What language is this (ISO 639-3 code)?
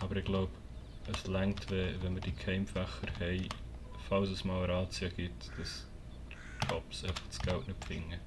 gsw